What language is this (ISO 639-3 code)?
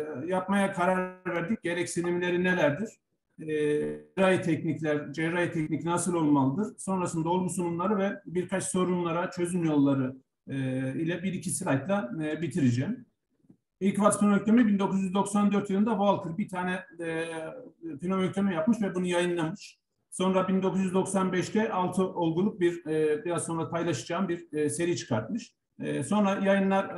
tur